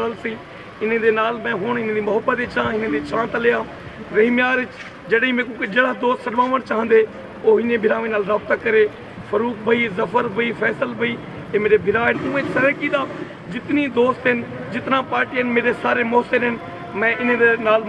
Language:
Saraiki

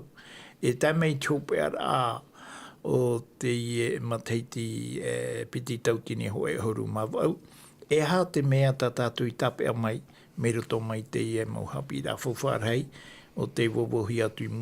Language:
Tahitian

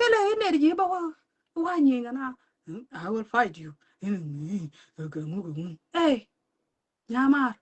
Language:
Nuer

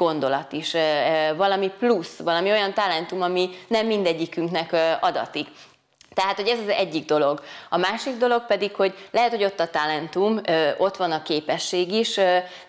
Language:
Hungarian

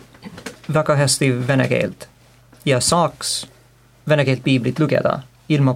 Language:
Estonian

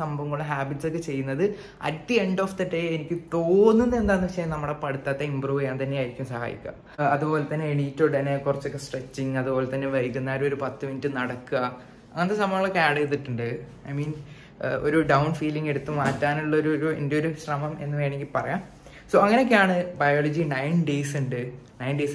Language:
Malayalam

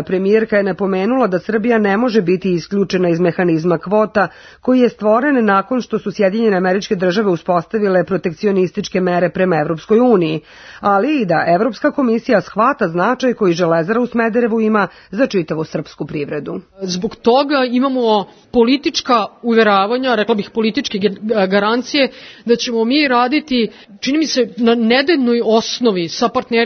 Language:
Serbian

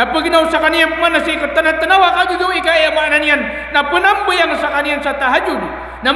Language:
Maranao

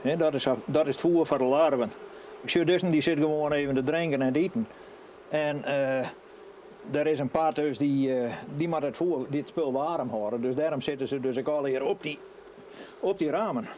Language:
Western Frisian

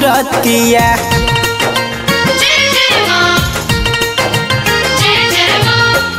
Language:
Bhojpuri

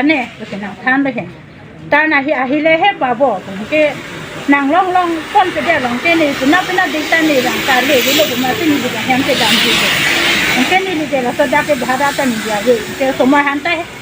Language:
Karbi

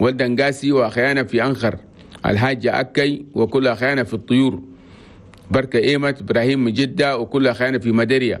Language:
Chadian Arabic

